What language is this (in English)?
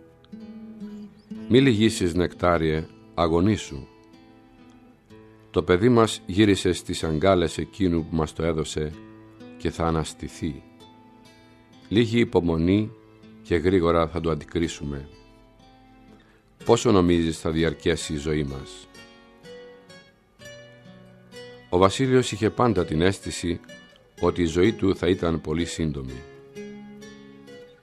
Greek